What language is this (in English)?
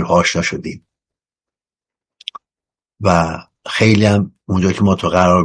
Persian